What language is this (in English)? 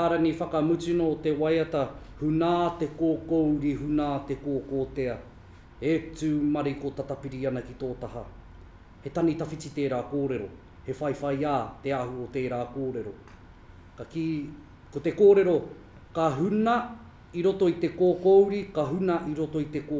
Māori